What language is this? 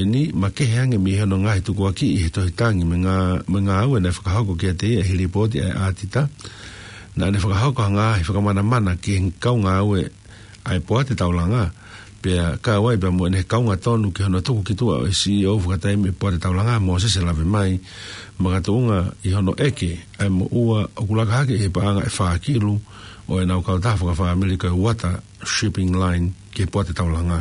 Tongan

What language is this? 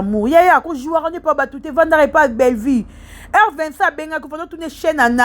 Lingala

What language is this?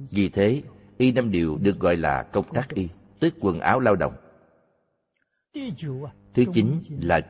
Vietnamese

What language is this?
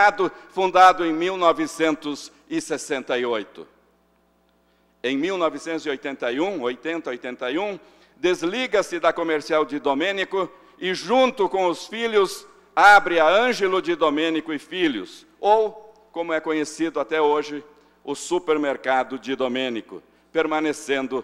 Portuguese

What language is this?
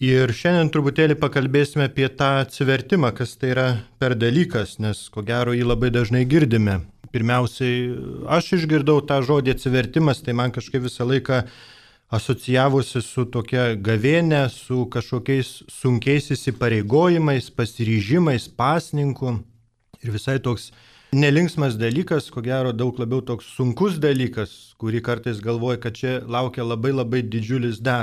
Lithuanian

